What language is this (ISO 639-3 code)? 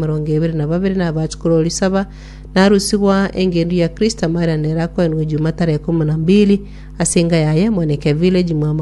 guz